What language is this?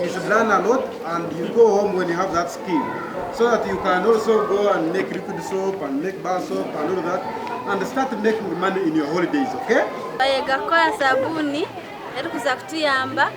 Nyankole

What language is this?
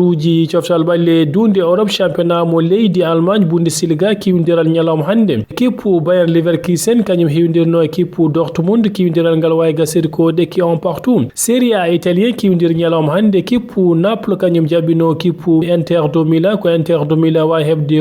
Fula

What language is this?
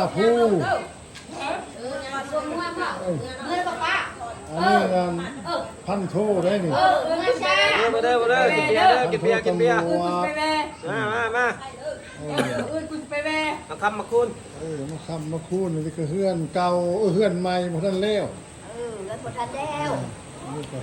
Lao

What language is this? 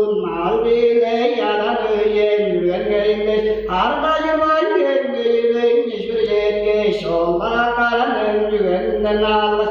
Tuvinian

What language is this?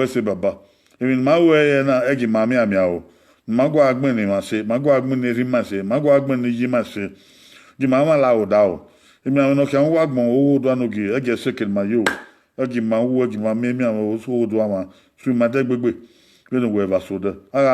Bini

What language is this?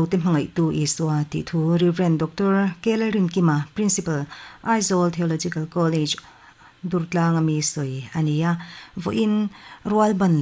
Mizo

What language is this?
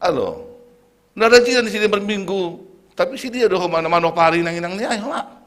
Batak Simalungun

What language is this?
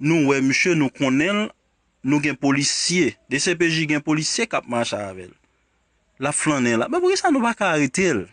Haitian Creole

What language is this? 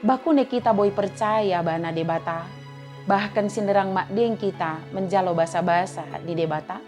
Batak Dairi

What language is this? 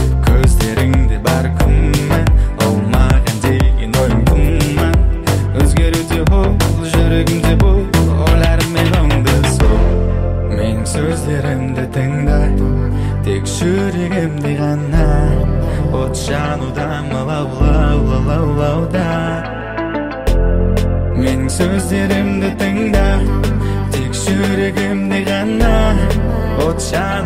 Kazakh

